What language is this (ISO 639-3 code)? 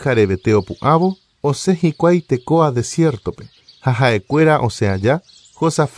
grn